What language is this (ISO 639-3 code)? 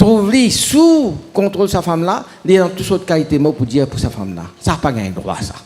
mfe